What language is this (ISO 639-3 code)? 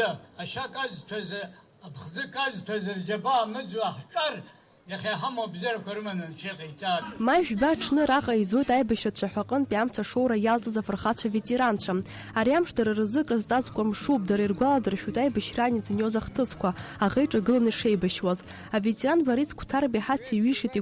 abk